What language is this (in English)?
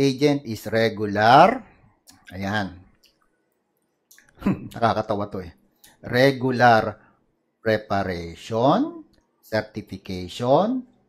Filipino